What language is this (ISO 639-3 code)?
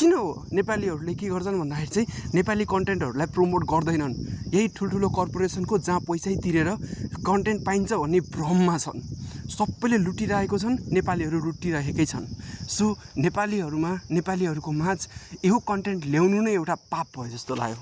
nep